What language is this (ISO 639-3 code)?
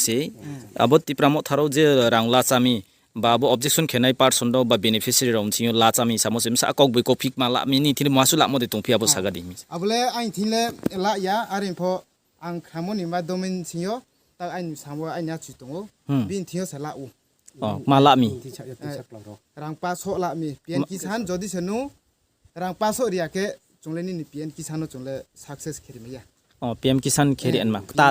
ria